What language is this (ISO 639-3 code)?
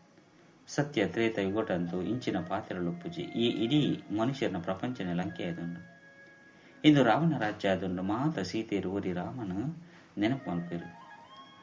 tcy